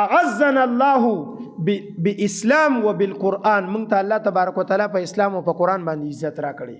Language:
Pashto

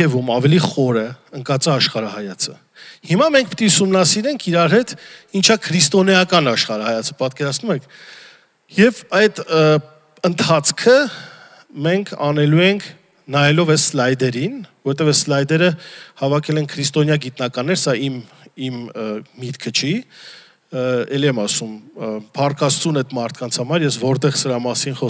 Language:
Armenian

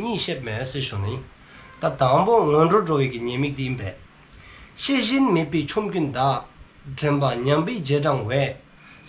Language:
Dzongkha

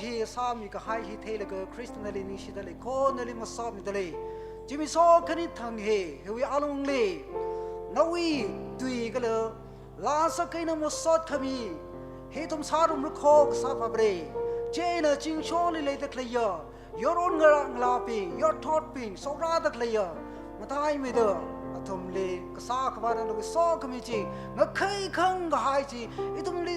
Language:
Tangkhul Naga (India)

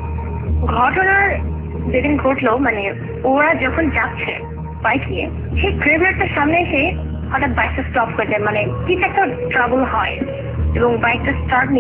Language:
Bangla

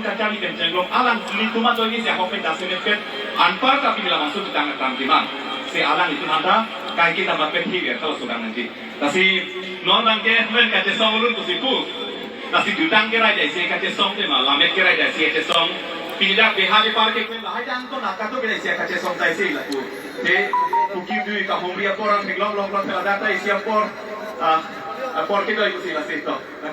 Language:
Karbi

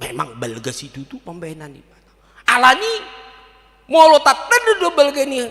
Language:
Batak Toba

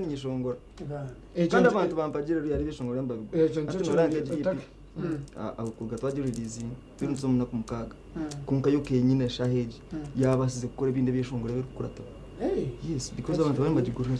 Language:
Nyankole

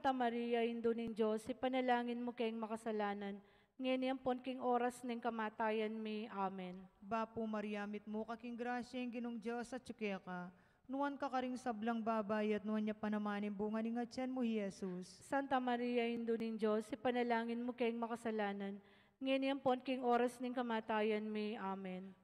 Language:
Pampanga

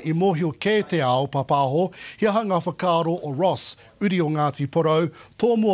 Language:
Māori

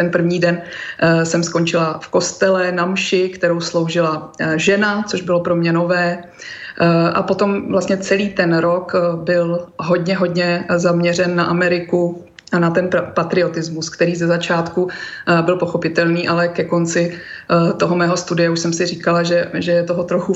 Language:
Czech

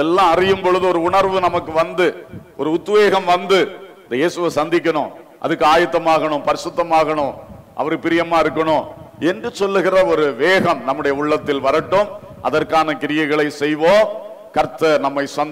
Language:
Tamil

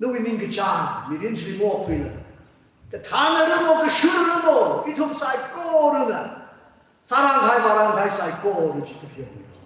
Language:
Tangkhul Naga (India)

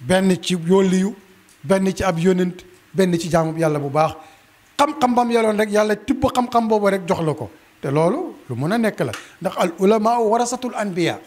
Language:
Wolof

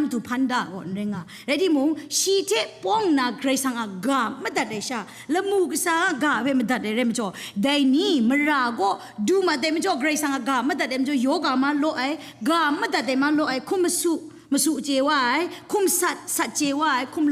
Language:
Kachin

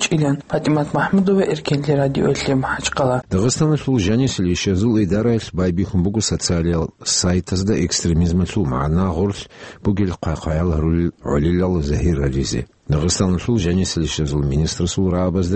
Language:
Avaric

